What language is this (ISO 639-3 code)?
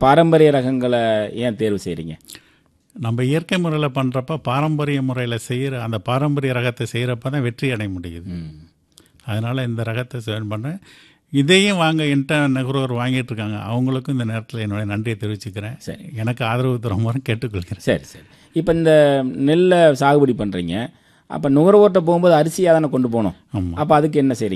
tam